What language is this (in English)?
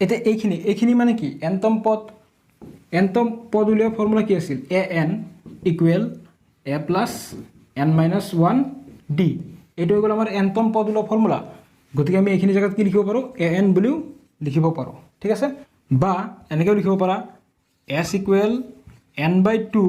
Assamese